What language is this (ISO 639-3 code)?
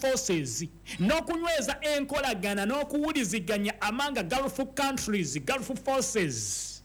lug